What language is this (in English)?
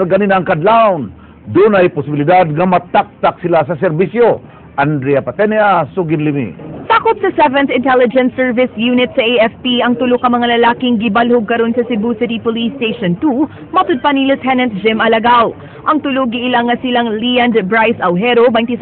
Cebuano